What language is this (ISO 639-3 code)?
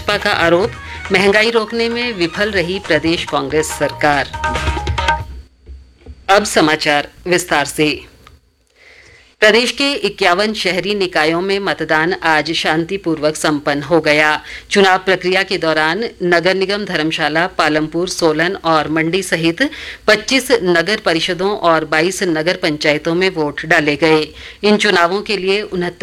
hin